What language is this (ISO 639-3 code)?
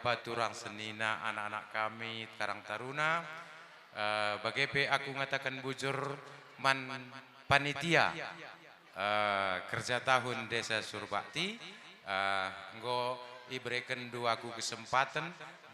btx